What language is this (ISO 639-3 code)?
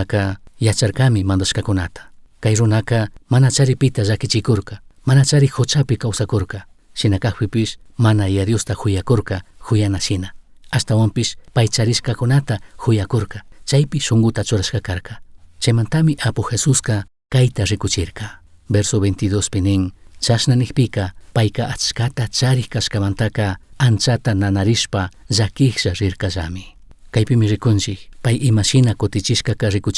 qug